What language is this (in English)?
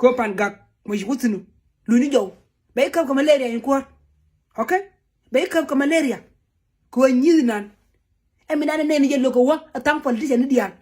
Nuer